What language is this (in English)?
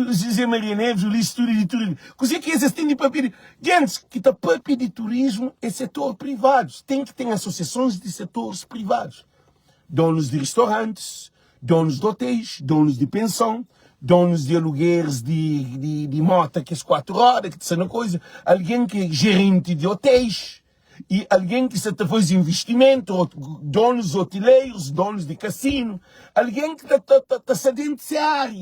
Kabuverdianu